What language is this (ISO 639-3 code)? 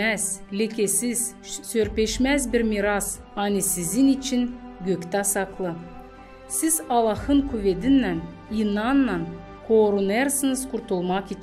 gag